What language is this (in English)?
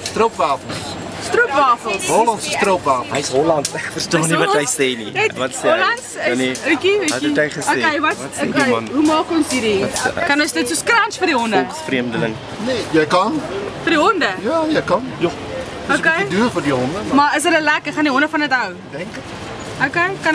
Afrikaans